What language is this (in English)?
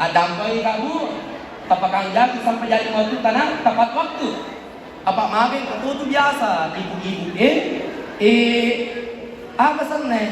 Buginese